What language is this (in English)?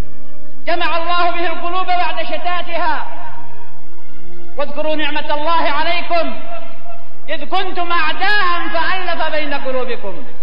Arabic